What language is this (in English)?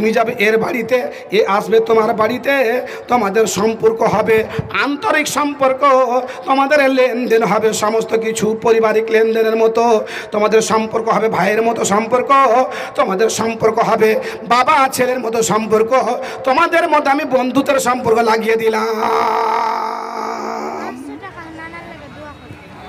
Bangla